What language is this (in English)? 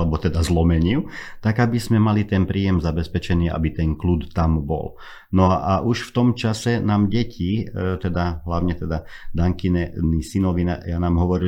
Slovak